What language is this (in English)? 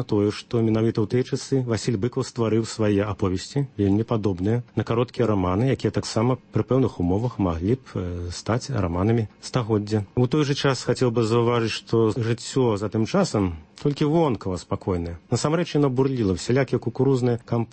Belarusian